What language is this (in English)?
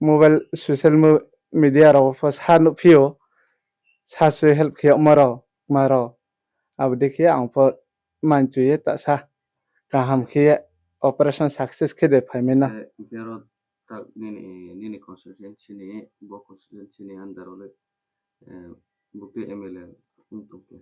Riang (India)